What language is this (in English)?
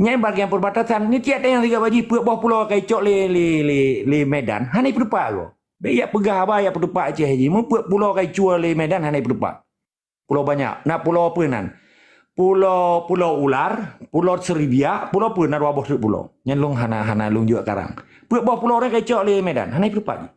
Achinese